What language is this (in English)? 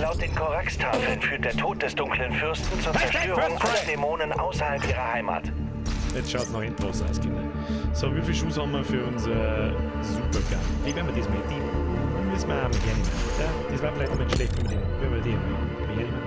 Bavarian